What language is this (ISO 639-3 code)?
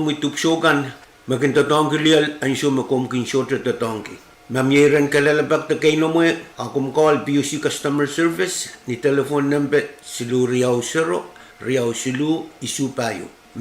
pon